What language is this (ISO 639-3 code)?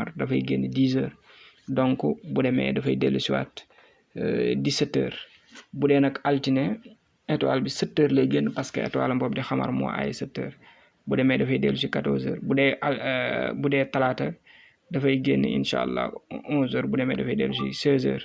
wol